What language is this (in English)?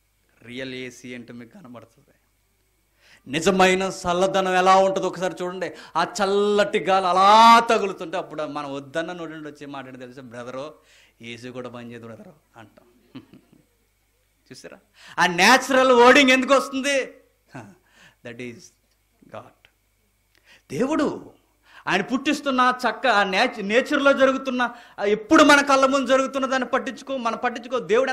Telugu